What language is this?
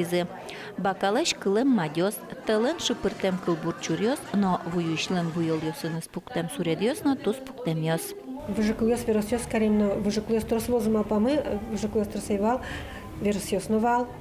Udmurt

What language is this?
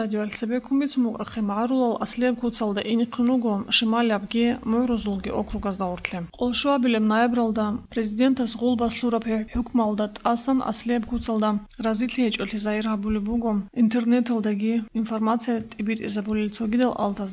Avaric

